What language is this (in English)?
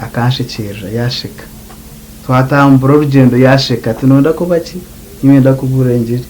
Nyankole